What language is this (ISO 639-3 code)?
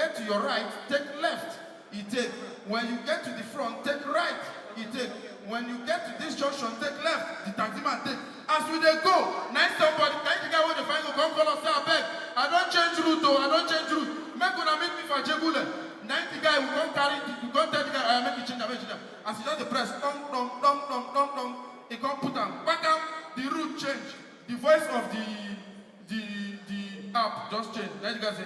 pcm